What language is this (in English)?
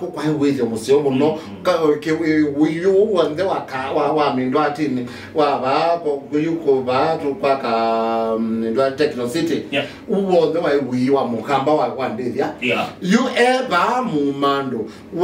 Kamba